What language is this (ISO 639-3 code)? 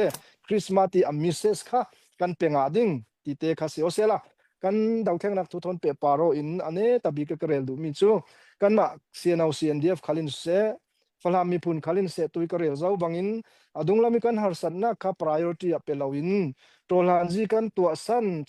cfm